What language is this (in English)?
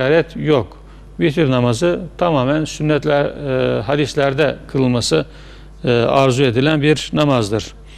Turkish